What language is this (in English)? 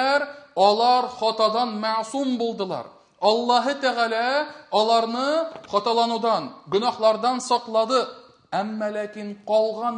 Tatar